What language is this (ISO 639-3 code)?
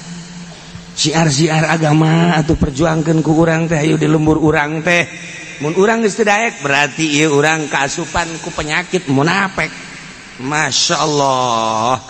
sun